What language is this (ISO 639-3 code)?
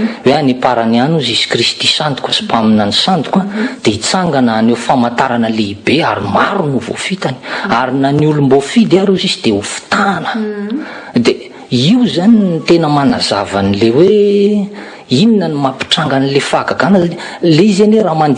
mlg